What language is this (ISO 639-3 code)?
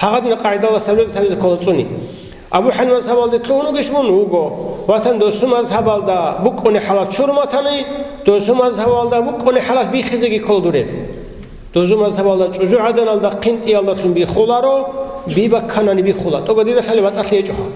ava